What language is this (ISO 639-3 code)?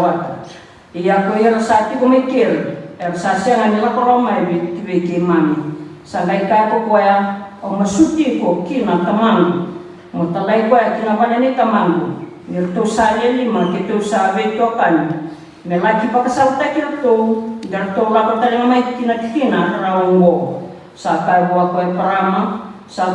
fij